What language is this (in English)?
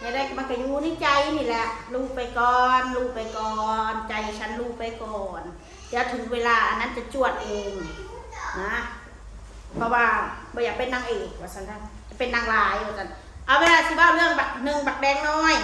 Northeastern Thai